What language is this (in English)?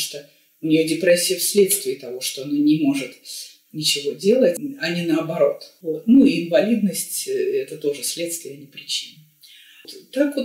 Russian